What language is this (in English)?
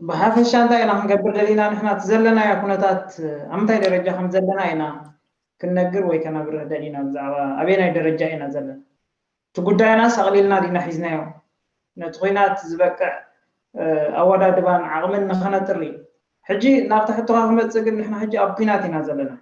Tigrinya